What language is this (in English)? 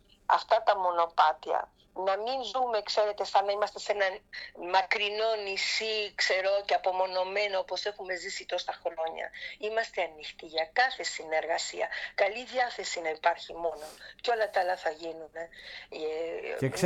Greek